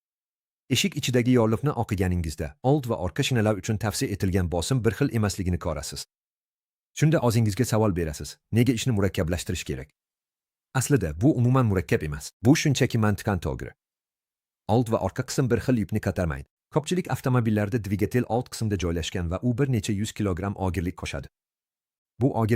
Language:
Uzbek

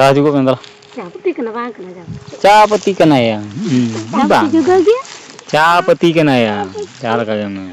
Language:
Santali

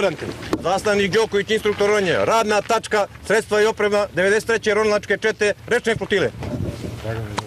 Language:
Serbian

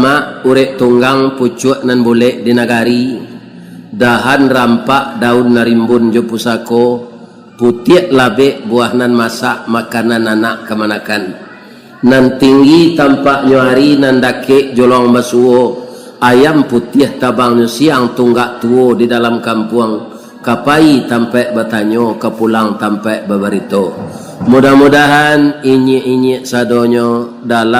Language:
Minangkabau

